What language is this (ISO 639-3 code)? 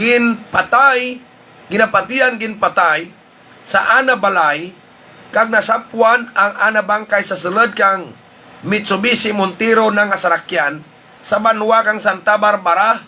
hil